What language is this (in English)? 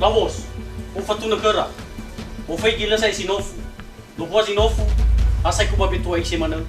Nias